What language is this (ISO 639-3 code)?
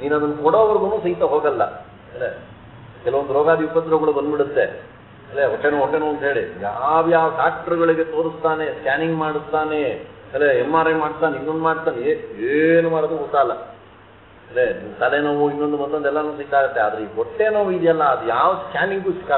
kan